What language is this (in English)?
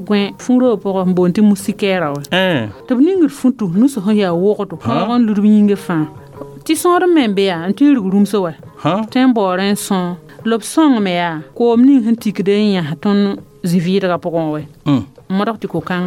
Mossi